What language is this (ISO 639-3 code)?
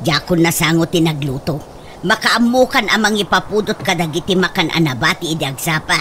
ilo